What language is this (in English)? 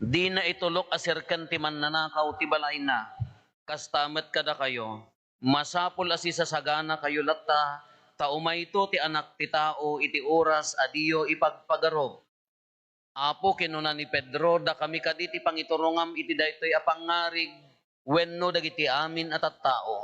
Iloko